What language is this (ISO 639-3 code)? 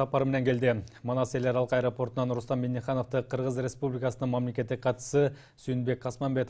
kir